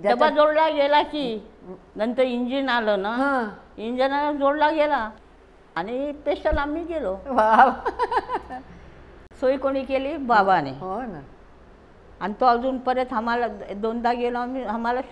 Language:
Marathi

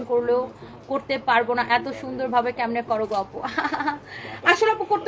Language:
Bangla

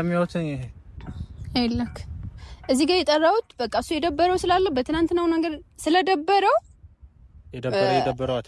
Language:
Amharic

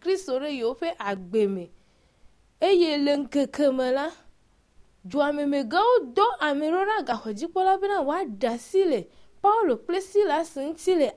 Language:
Ewe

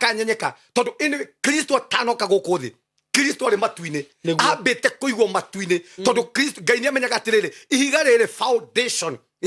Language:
Kikuyu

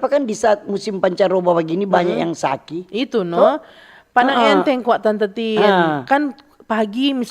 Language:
Manado Malay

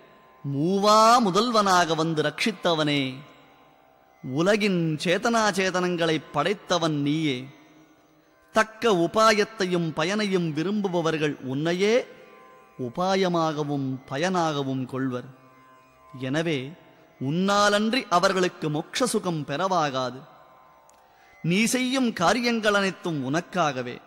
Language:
Tamil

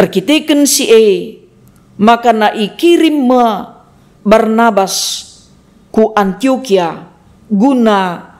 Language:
Batak Karo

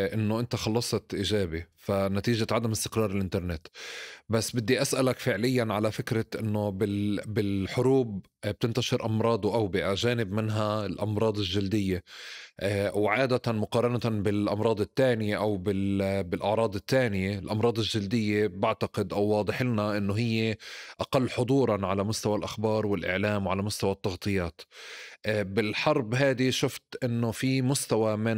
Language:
North Levantine Arabic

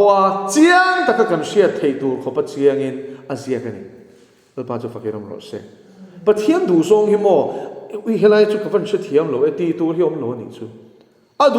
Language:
Mizo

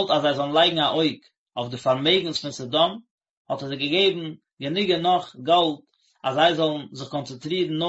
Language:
Yiddish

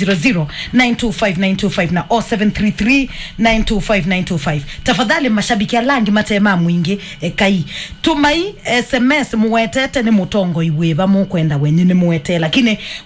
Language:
Kamba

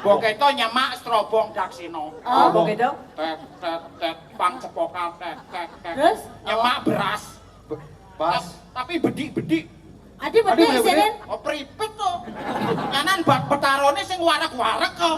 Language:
Balinese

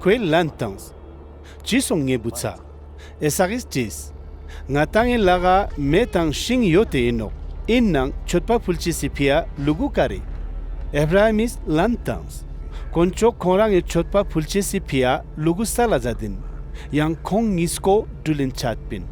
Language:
Ladakhi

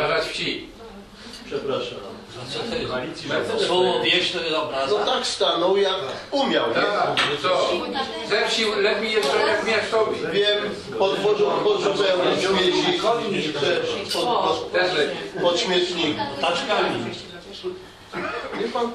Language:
Polish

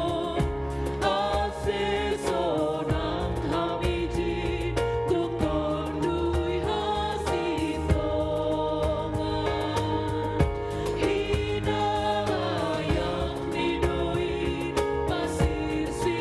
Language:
Batak Simalungun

